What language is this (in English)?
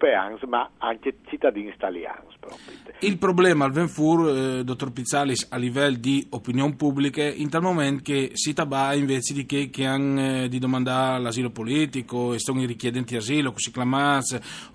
Friulian